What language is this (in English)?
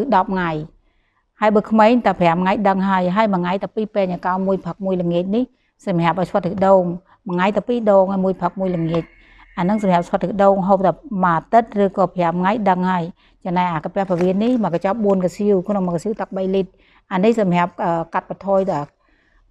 Khmer